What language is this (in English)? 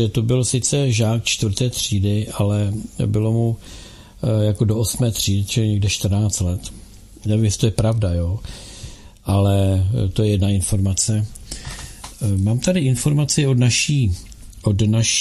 Czech